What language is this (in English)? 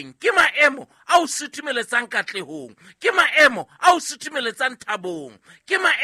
Southern Sotho